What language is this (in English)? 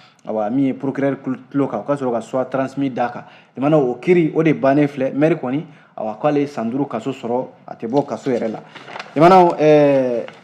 Bambara